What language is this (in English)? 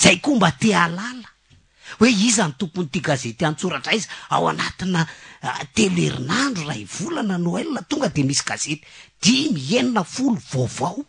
Malagasy